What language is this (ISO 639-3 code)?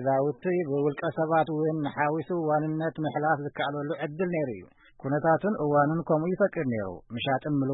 tir